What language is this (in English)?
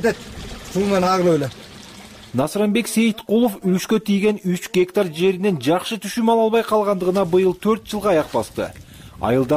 Kyrgyz